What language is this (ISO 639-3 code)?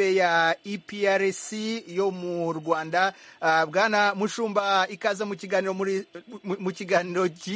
kin